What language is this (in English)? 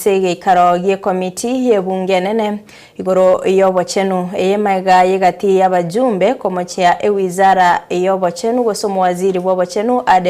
Gusii